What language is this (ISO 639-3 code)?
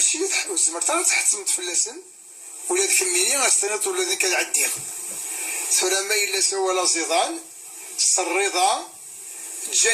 kab